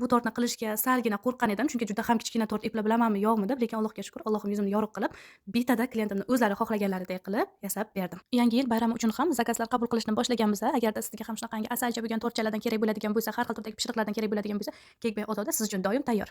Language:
Uzbek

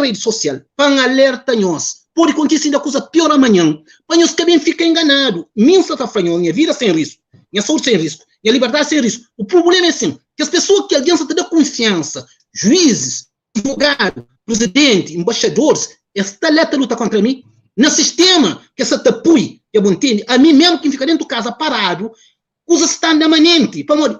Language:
Kabuverdianu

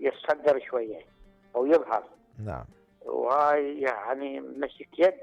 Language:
Mesopotamian Arabic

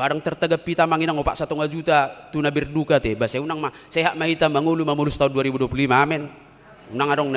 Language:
Batak Toba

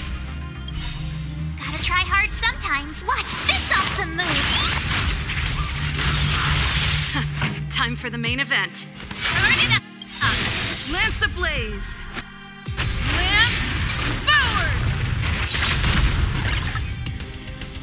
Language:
English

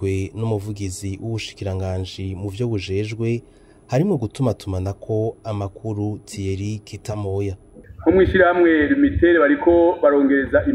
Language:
Rundi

